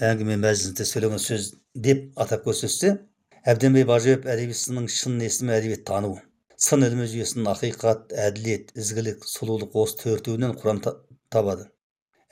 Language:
Kazakh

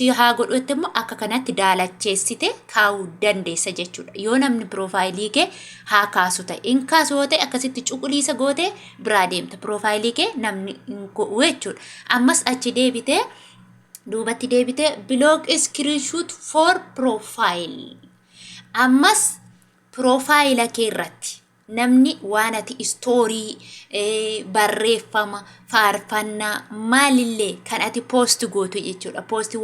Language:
Oromo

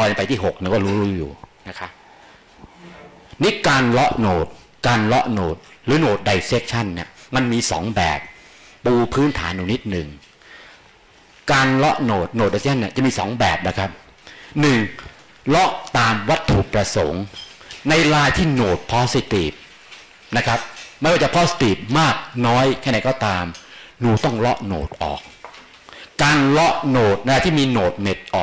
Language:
Thai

